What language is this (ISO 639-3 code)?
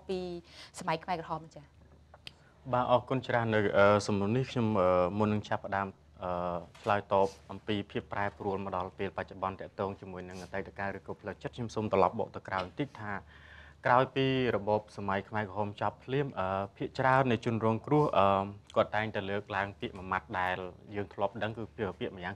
khm